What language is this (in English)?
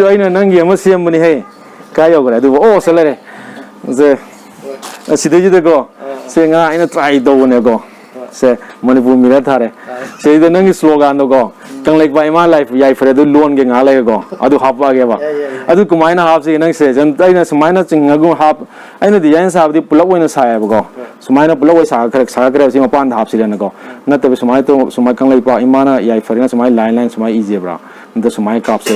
Manipuri